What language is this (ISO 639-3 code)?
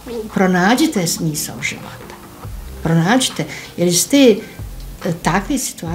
bos